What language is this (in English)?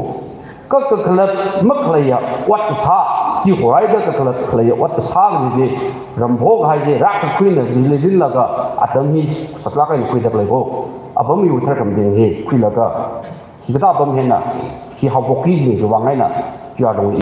Tangkhul Naga (India)